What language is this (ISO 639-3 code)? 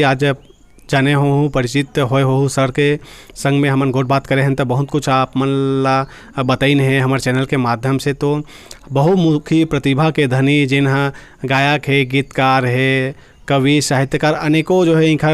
hne